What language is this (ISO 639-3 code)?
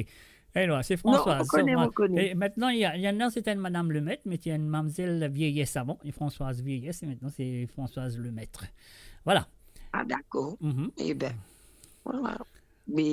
mfe